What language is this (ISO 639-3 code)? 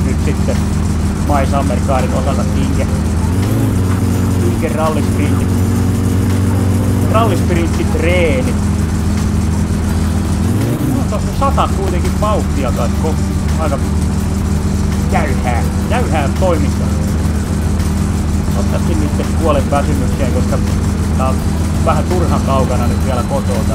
fin